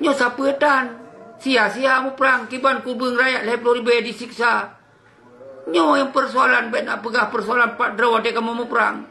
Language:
Achinese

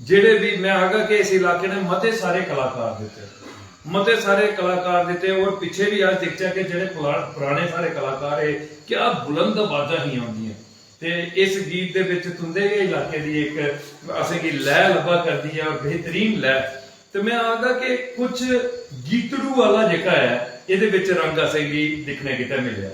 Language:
Dogri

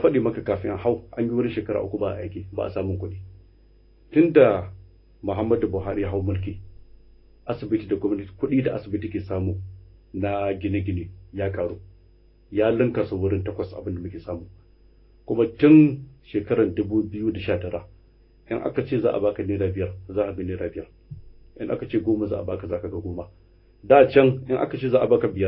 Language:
Hausa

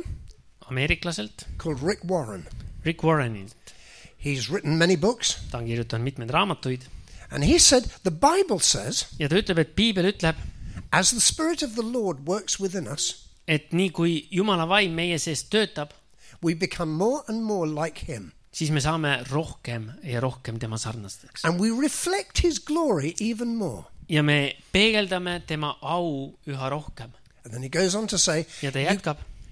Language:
Estonian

